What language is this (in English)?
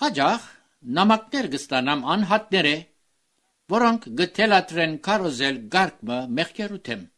Armenian